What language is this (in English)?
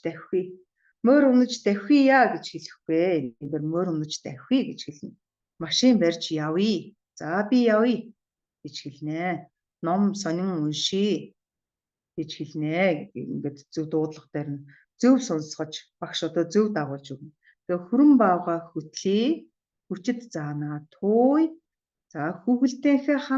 Mongolian